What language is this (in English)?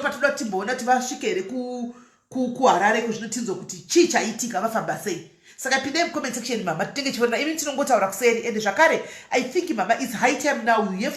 Shona